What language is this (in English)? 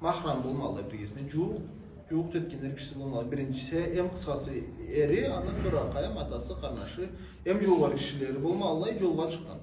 Karachay-Balkar